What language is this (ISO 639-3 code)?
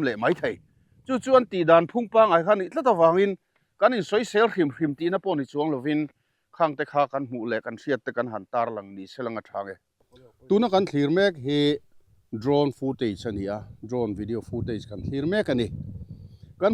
lus